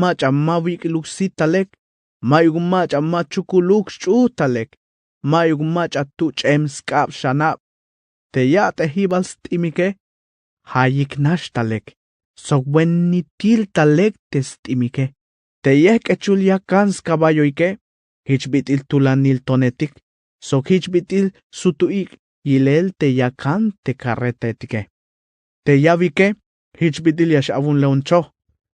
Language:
Tzeltal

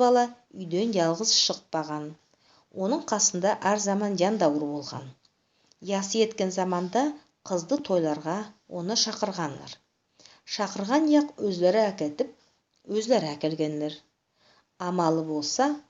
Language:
Nogai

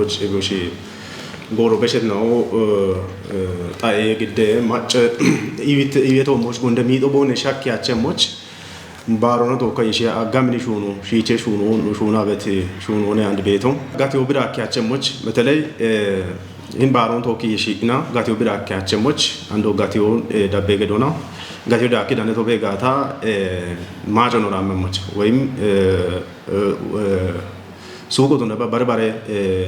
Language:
Kafa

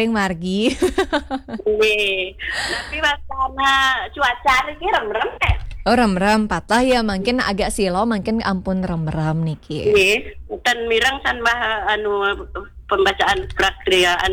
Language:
Balinese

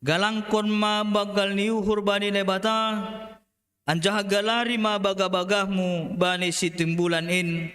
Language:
Batak Simalungun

